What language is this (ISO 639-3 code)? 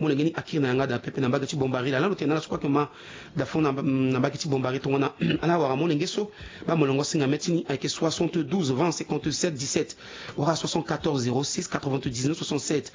sag